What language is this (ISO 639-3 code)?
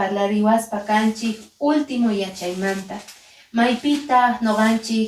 que